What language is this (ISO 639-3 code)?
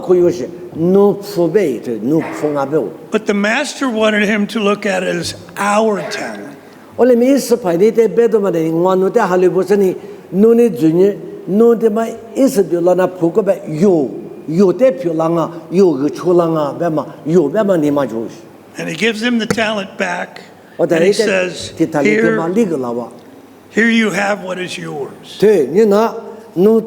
lis